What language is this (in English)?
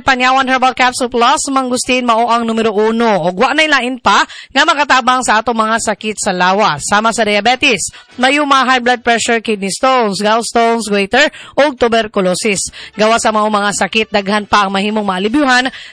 Cebuano